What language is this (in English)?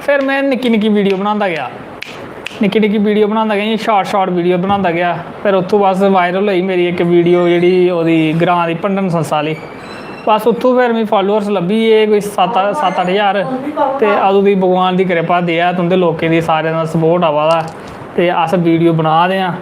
Dogri